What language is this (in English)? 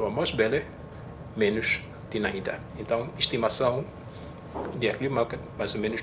Tetum